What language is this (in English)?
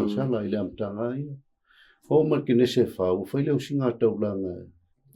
Samoan